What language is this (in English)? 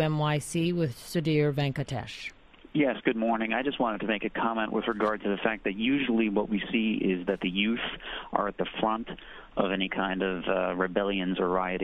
English